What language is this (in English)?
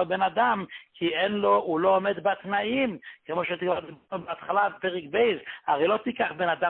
Hebrew